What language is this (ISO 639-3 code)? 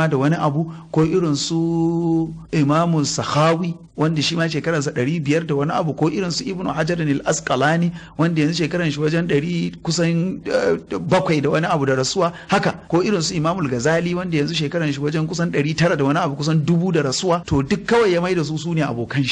hau